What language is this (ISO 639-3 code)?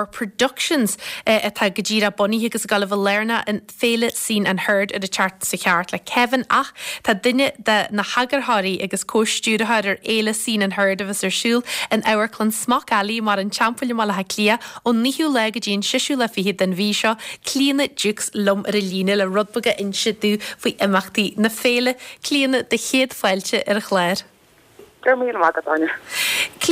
gle